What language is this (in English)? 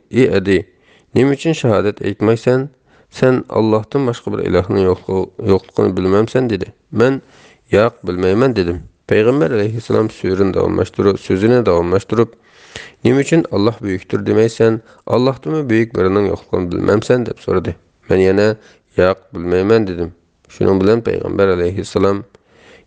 Uyghur